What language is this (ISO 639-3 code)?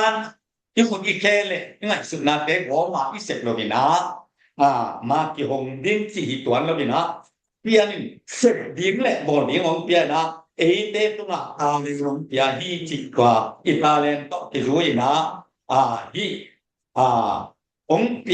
ctd